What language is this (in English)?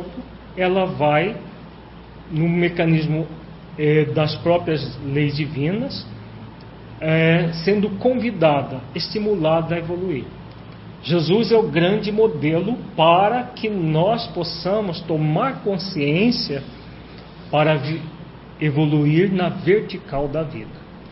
Portuguese